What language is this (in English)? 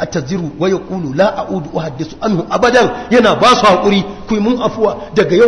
Hausa